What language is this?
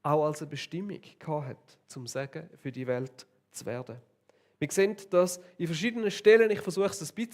Swiss German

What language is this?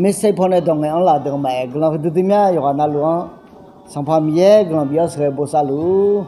Akha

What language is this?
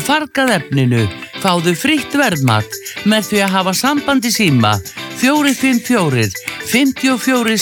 Icelandic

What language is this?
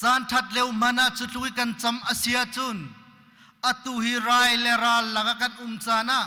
Hakha Chin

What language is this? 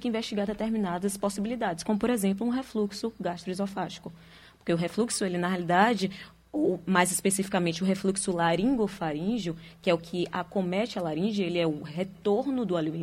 Portuguese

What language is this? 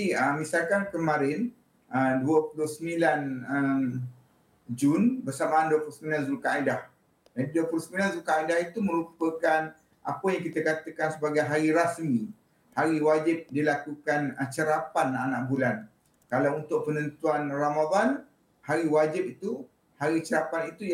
Malay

